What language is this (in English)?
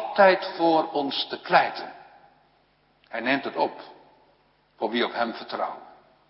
Dutch